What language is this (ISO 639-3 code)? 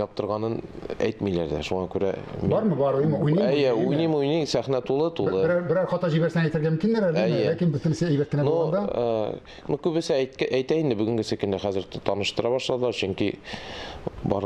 tat